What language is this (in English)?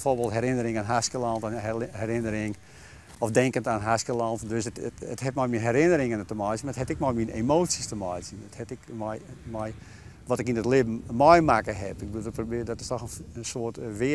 Western Frisian